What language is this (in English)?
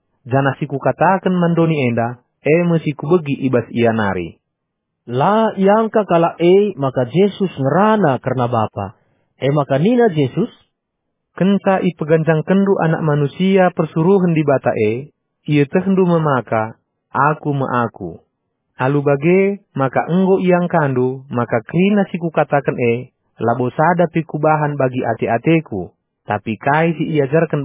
Batak Karo